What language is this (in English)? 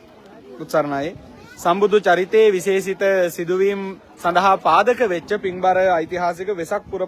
Sinhala